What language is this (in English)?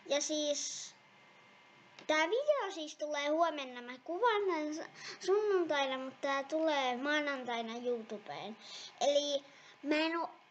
Finnish